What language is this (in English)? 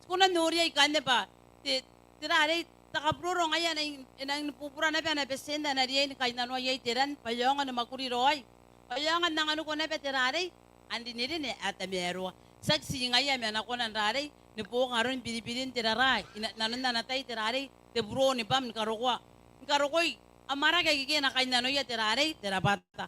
Gilbertese